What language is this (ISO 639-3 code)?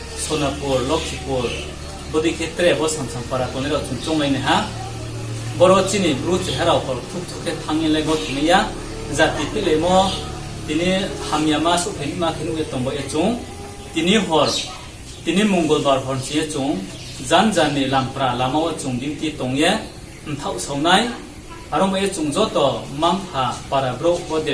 ria